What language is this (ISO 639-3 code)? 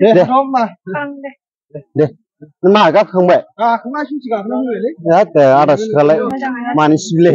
brx